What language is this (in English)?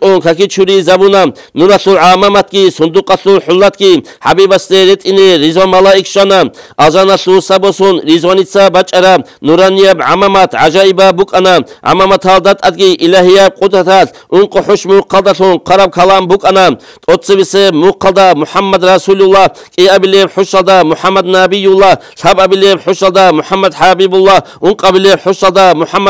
Avaric